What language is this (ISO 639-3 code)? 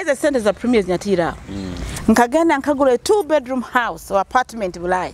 nyo